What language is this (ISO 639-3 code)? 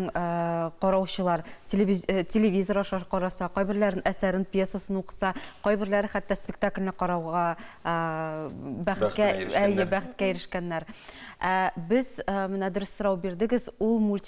tat